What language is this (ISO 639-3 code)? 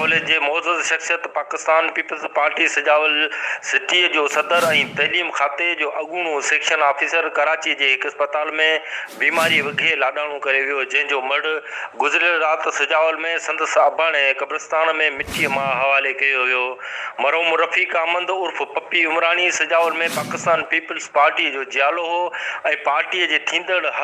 snd